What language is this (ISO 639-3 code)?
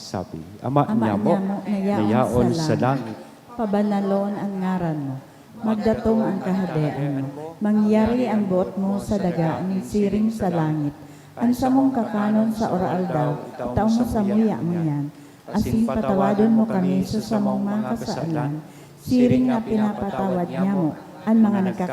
bik